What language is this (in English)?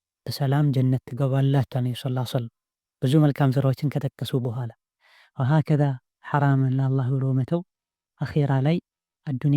Amharic